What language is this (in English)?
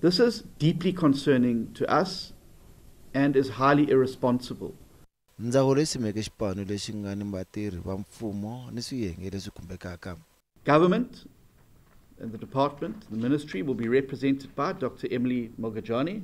Tsonga